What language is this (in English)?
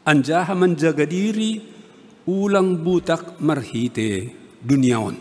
Batak Simalungun